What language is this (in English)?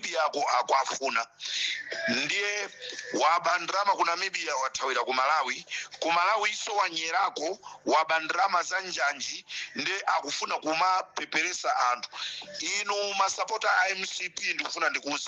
Nyanja